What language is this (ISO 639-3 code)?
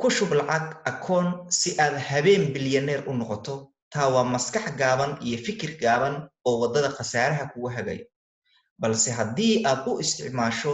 som